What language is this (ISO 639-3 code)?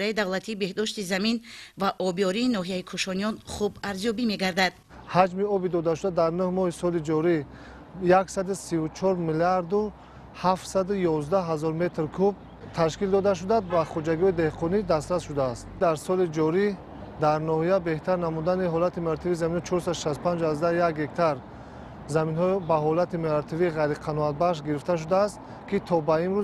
tgk